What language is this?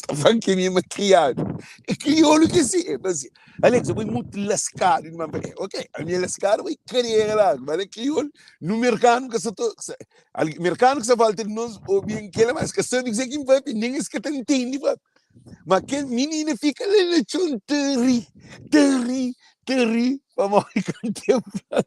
Kabuverdianu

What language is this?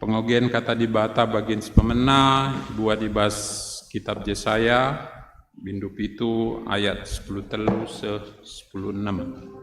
Batak Karo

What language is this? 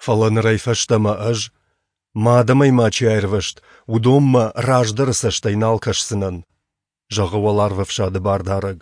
Ossetic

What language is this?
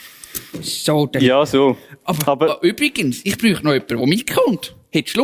Swiss German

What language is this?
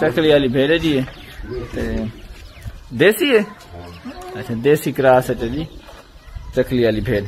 Saraiki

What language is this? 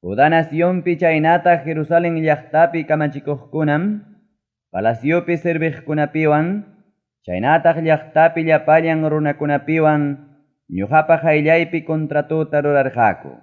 Ayacucho Quechua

